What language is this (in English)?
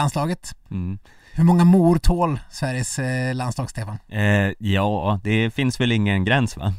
Swedish